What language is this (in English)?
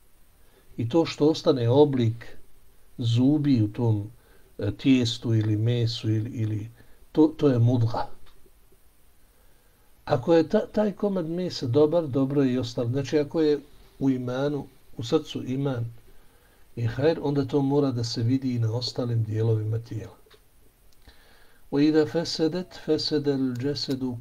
Bosnian